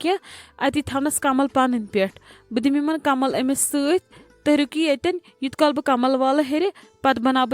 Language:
Kashmiri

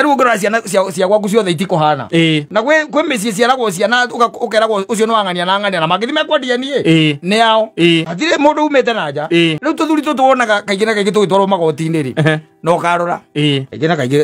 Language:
Kikuyu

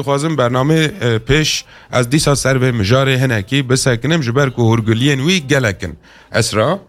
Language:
Kurdish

